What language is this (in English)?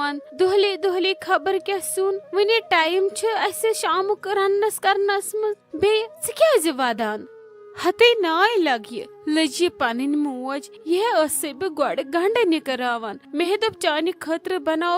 Kashmiri